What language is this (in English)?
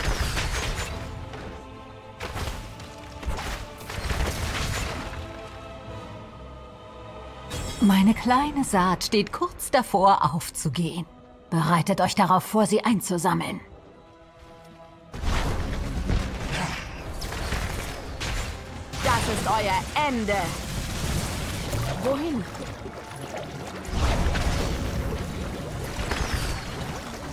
German